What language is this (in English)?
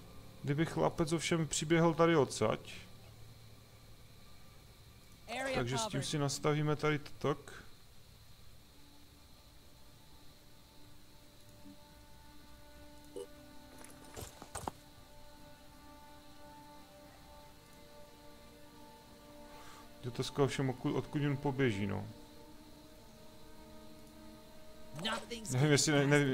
Czech